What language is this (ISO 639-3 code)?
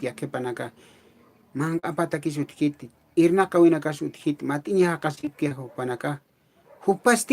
aym